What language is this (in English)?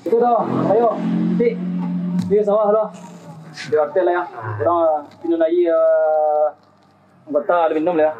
Minangkabau